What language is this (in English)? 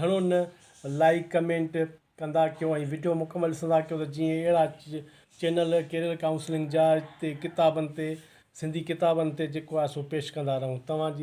Sindhi